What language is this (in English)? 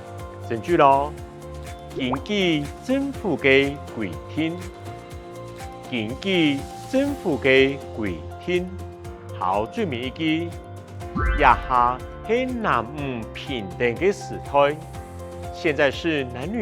Hakka Chinese